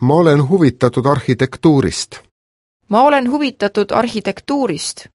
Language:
Estonian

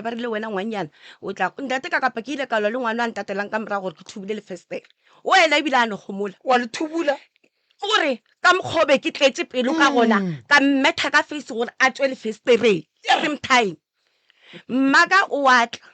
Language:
Northern Sotho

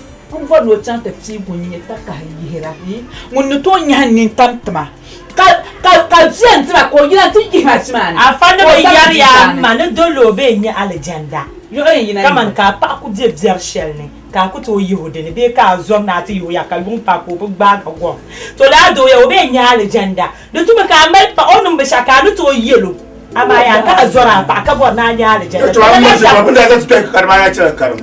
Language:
Dagbani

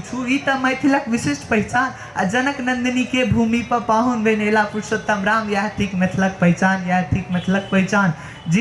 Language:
Maithili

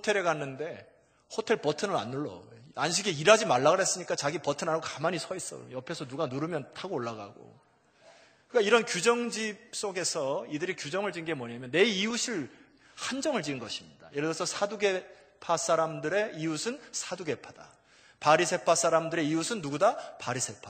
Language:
Korean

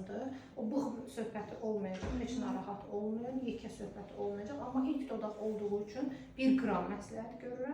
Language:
Azerbaijani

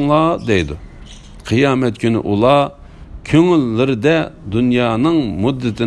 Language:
Uyghur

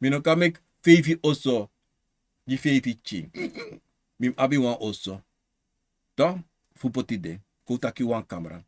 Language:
Sranan Tongo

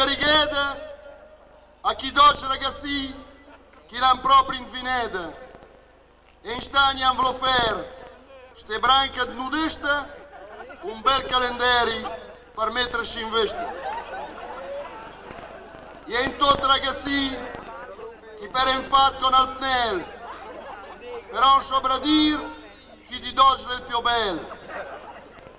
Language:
Italian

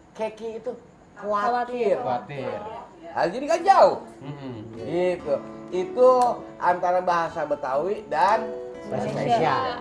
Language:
Betawi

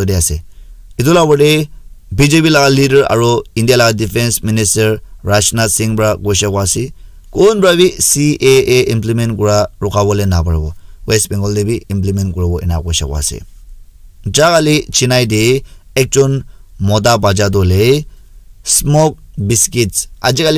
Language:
Naga Pidgin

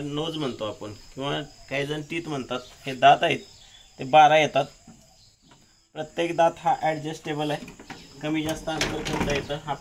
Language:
Marathi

